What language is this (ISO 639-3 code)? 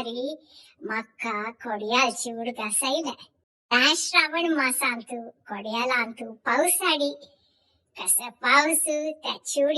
kok